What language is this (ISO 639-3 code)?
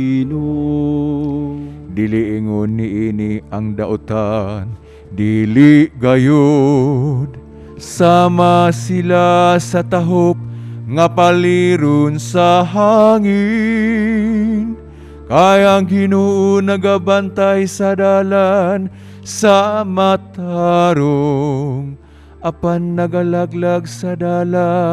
ceb